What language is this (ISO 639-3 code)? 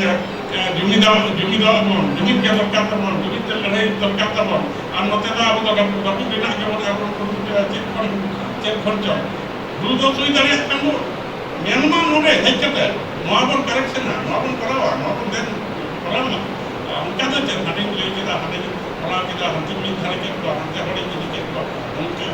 sat